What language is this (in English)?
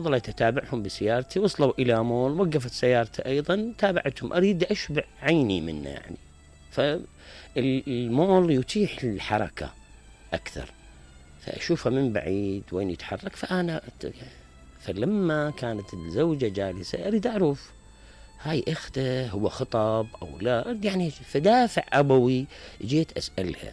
Mesopotamian Arabic